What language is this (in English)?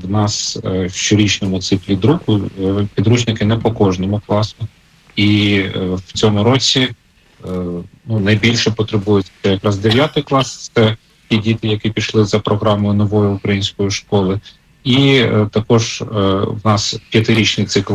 Ukrainian